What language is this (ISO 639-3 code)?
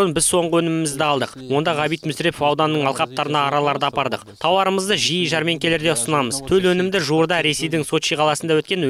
kaz